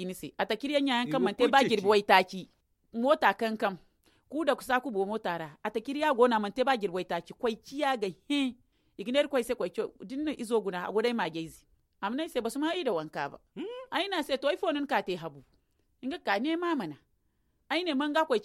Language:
Zarma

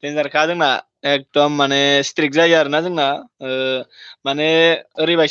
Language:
Bodo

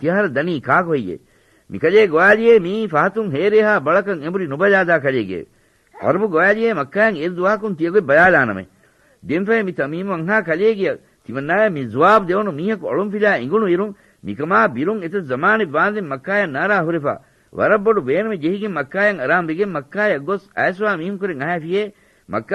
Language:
Divehi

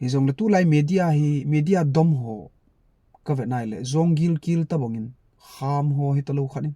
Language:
Thado Chin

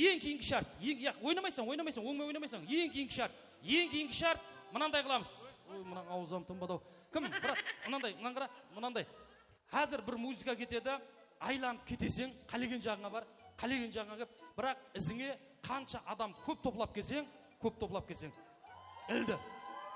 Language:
Kara-Kalpak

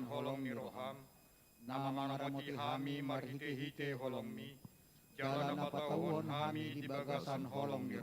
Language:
Batak Toba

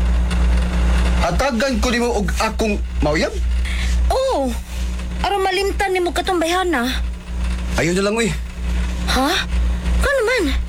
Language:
Cebuano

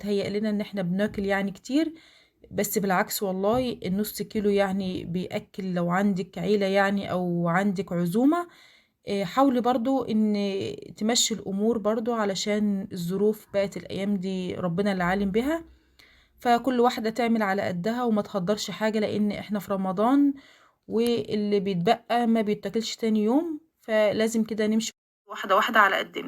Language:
Egyptian Arabic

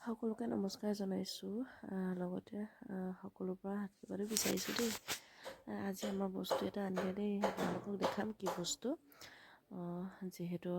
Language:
Assamese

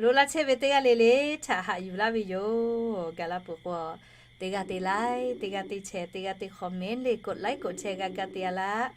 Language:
Lahu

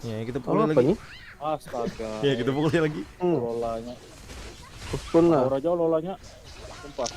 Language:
Banjar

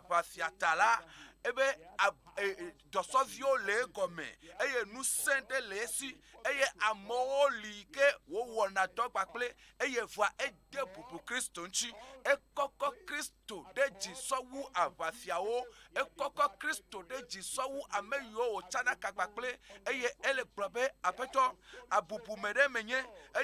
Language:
Ewe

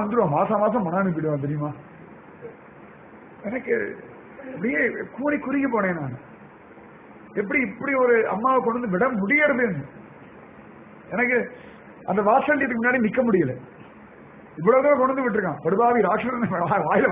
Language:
Tamil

